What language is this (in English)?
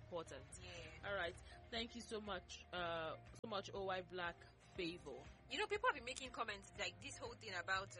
English